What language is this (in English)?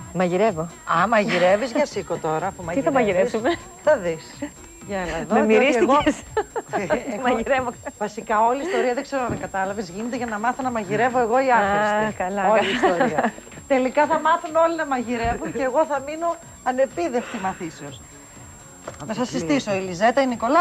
Greek